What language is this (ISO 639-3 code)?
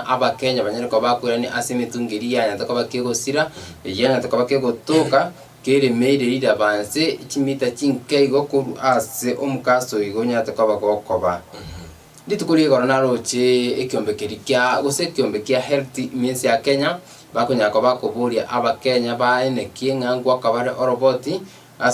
guz